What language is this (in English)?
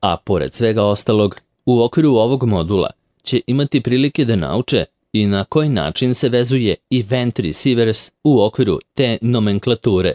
Serbian